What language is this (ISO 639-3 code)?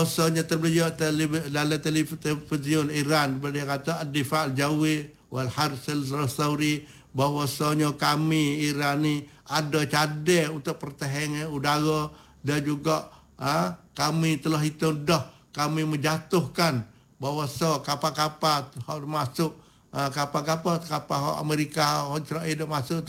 msa